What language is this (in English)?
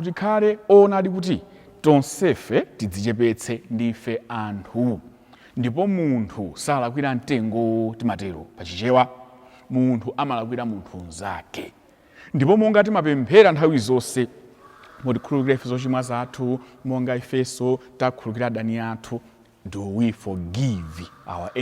Nyanja